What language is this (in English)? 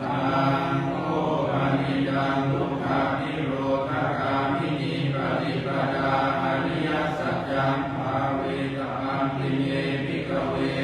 Pali